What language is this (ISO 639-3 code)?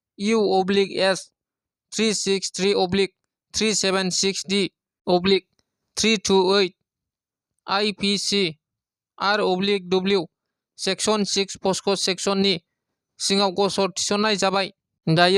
brx